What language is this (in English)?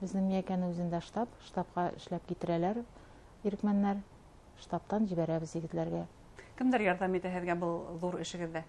Bashkir